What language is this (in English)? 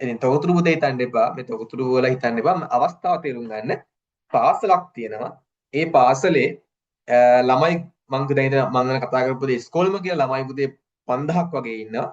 Sinhala